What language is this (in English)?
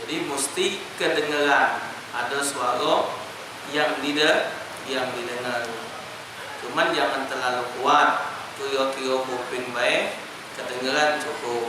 Musi